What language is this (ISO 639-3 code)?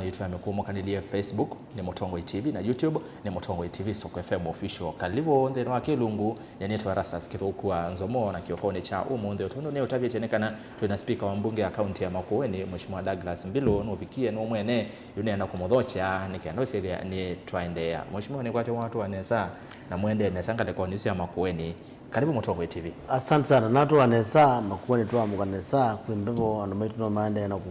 kam